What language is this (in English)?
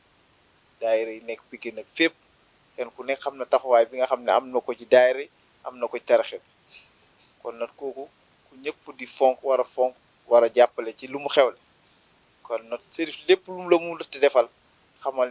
Wolof